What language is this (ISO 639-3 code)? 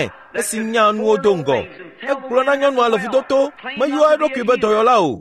ewe